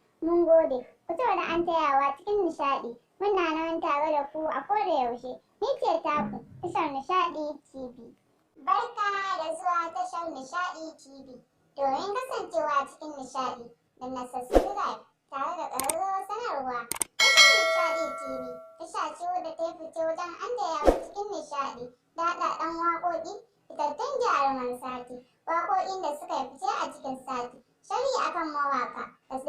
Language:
Hausa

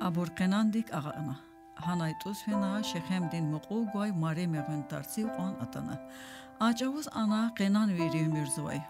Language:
Lezghian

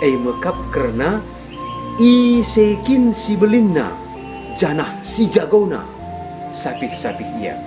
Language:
Batak Karo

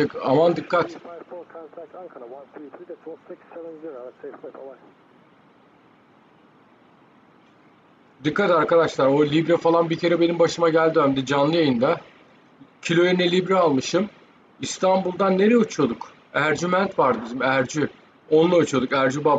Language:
Turkish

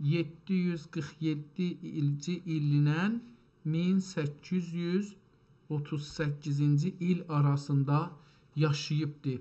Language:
South Azerbaijani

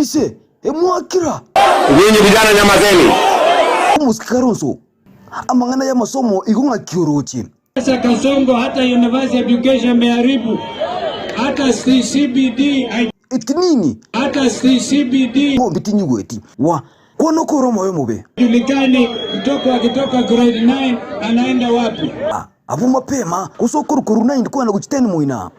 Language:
Gusii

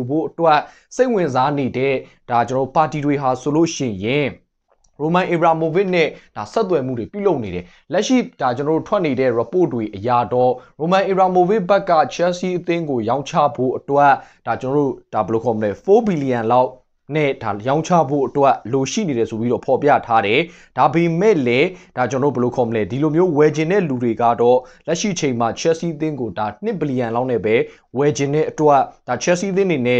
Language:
Burmese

